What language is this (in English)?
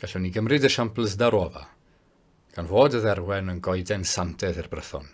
Welsh